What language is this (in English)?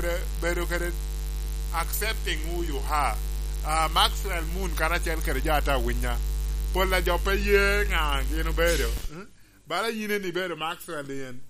Lango (Uganda)